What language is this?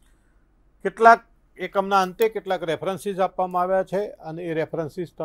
Gujarati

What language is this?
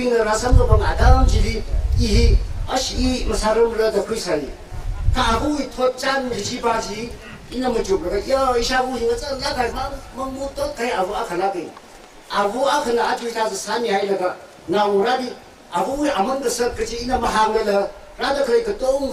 Tangkhul Naga (India)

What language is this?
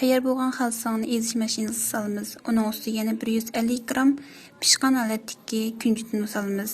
Uyghur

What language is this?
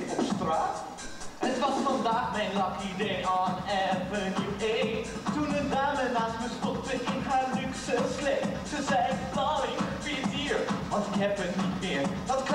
Dutch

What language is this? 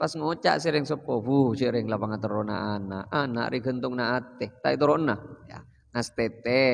Madurese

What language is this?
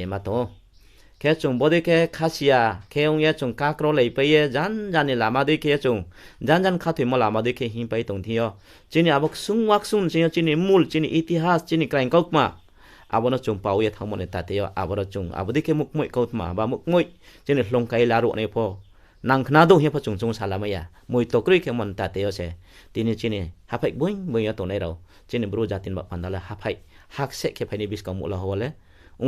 Riang (India)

